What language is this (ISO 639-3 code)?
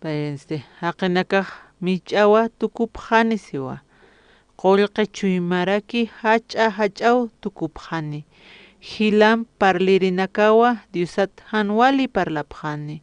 aym